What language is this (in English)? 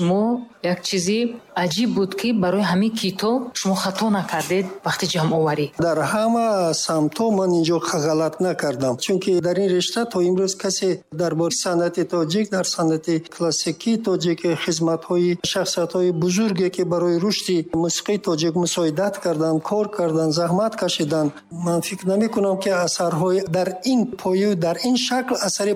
Tajik